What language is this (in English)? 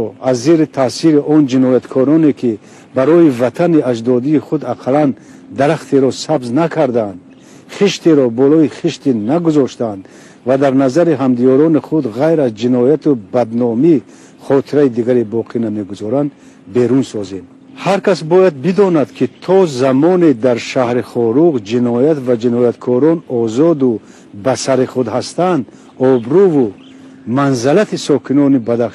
Tajik